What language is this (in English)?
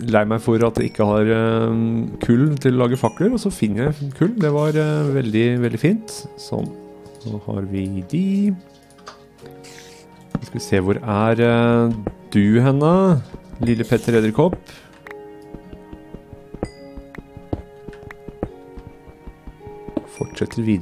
Norwegian